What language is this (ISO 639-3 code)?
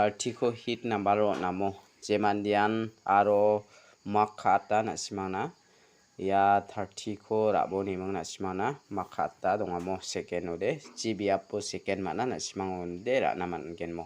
grt